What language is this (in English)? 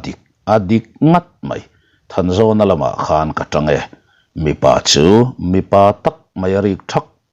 Mizo